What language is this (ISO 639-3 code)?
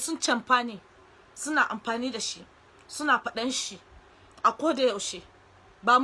hau